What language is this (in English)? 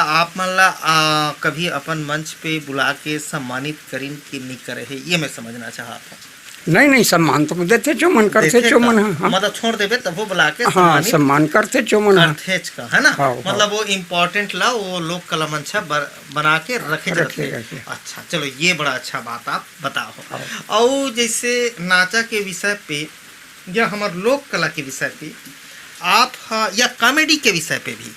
Chhattisgarhi